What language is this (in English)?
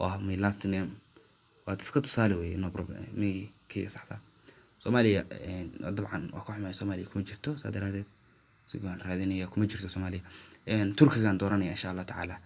Somali